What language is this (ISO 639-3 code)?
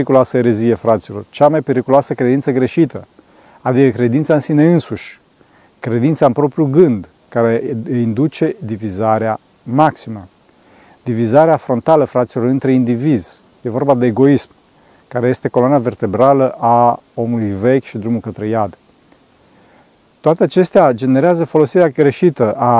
ron